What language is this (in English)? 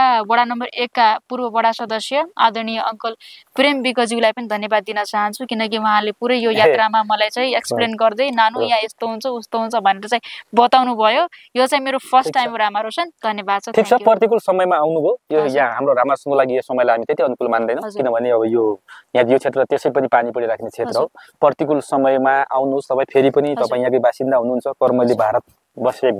Nepali